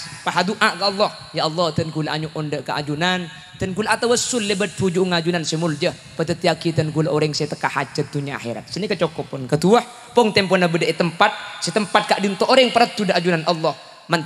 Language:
Madurese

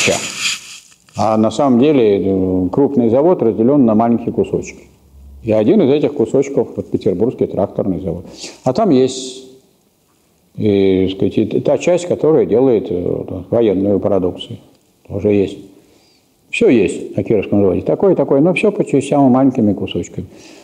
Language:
Russian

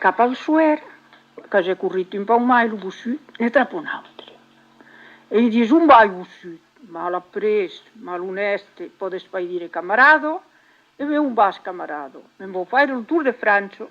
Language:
Occitan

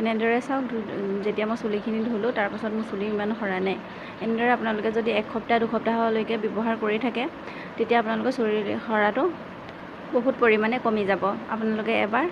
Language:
Assamese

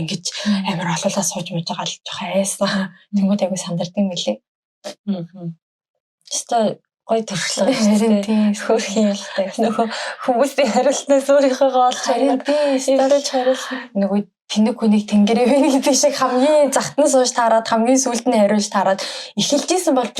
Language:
Mongolian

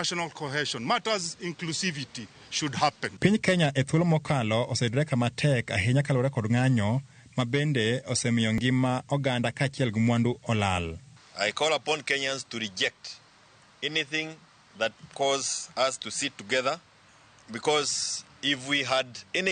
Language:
Luo (Kenya and Tanzania)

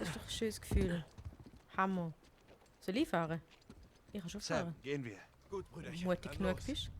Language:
Swiss German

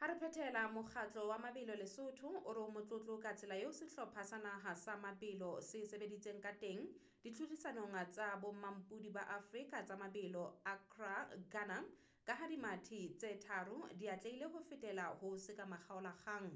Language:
Southern Sotho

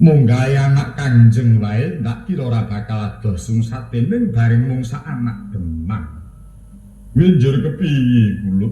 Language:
Javanese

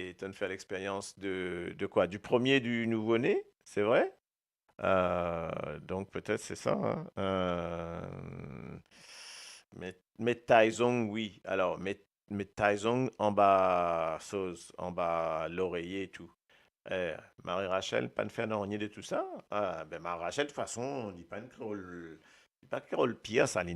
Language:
Morisyen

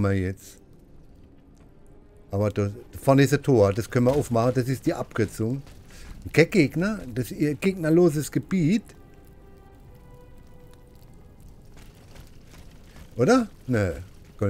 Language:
German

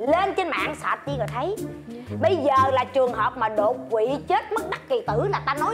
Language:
Vietnamese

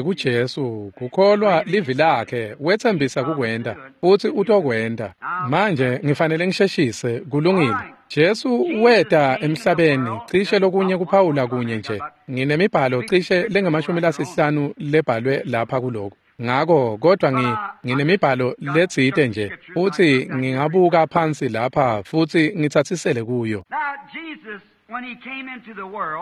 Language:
Swati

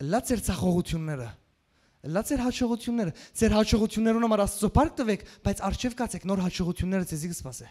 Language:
Western Armenian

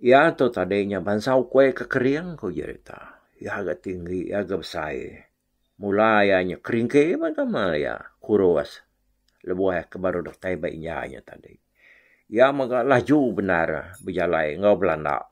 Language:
Iban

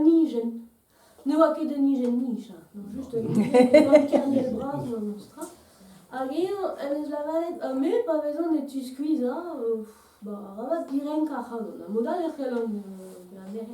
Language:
Breton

